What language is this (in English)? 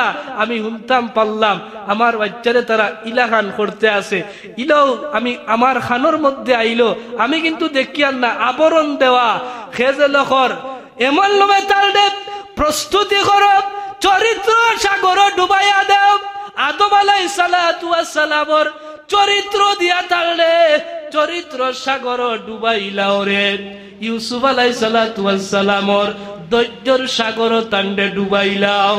Sylheti